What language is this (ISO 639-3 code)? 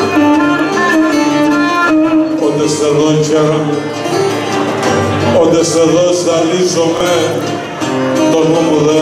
ell